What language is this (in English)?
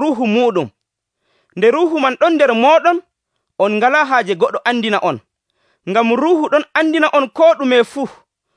Nigerian Fulfulde